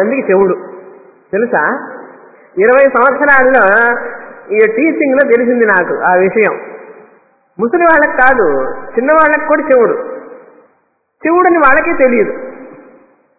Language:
Telugu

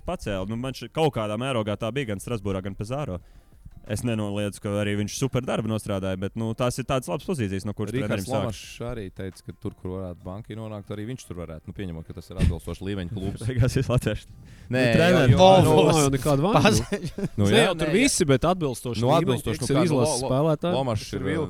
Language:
Latvian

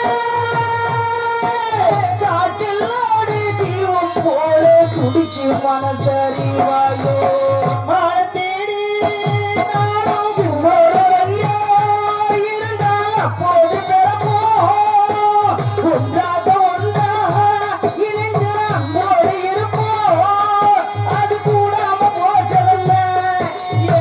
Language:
Tamil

